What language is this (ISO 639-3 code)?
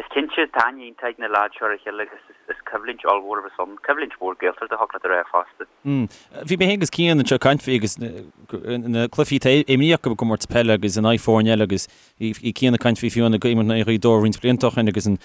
gle